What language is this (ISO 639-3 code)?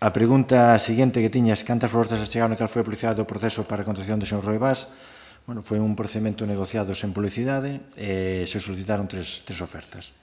glg